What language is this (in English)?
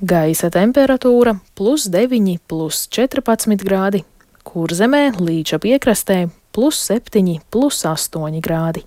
Latvian